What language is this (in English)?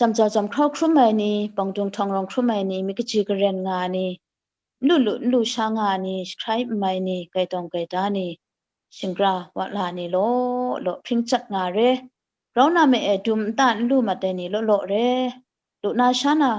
Kachin